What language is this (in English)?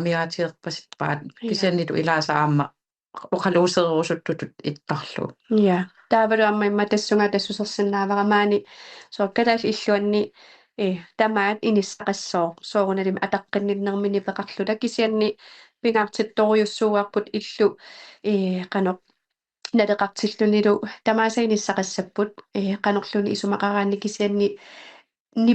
Kalaallisut